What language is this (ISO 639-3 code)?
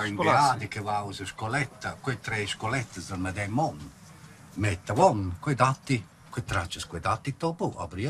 roh